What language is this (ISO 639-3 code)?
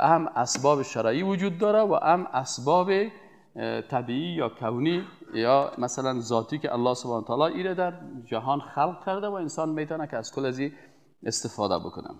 fas